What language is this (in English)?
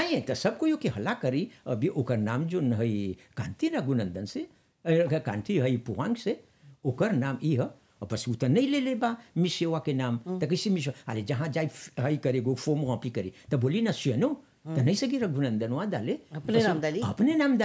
Bhojpuri